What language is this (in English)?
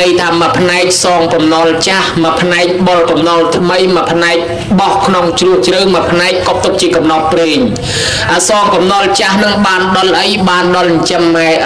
Khmer